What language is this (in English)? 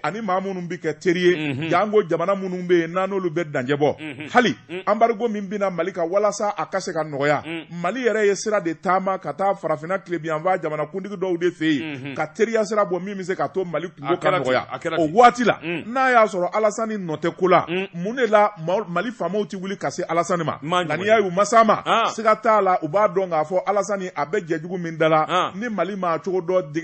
Bambara